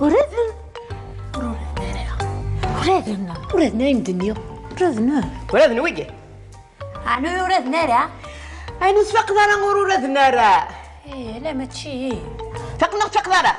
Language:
Kabyle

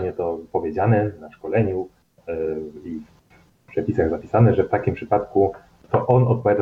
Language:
Polish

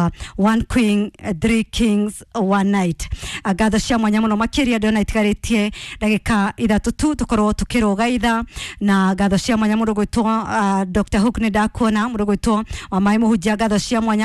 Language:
Kikuyu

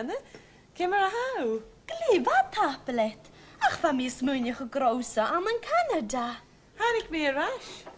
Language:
Scottish Gaelic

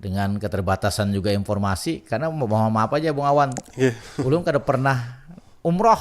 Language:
Banjar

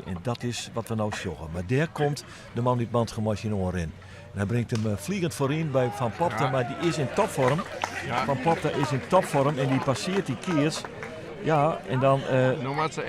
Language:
Western Frisian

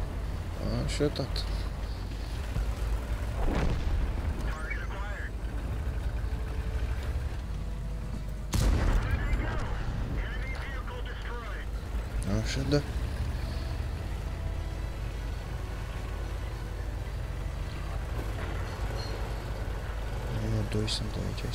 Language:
Romanian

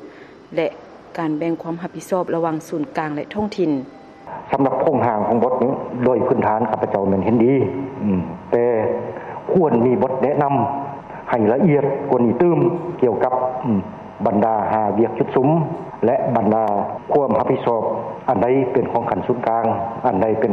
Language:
Lao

